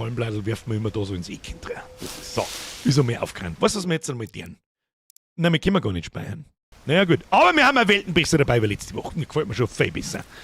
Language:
Bavarian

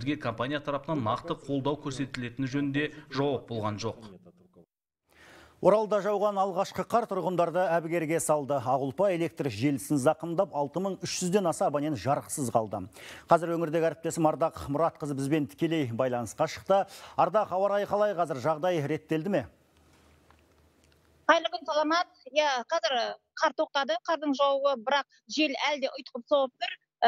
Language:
Kazakh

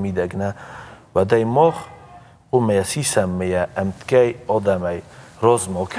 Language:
Ossetic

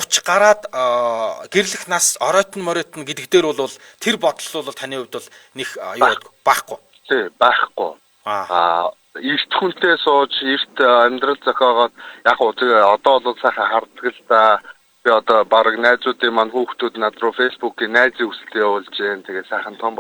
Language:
Mongolian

